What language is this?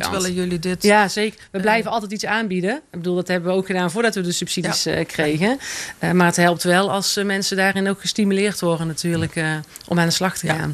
Dutch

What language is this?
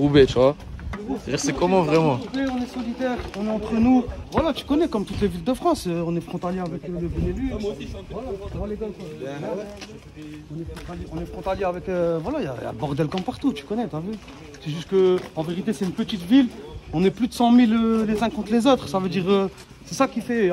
French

